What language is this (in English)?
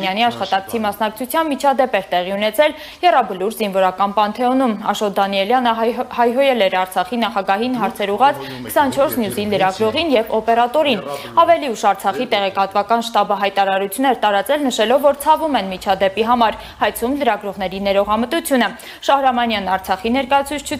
Armenian